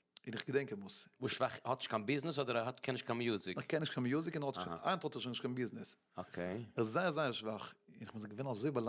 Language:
Yiddish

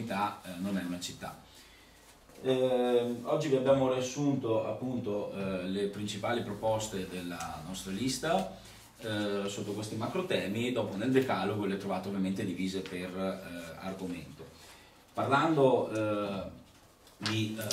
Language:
Italian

